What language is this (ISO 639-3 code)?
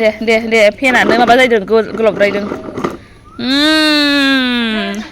brx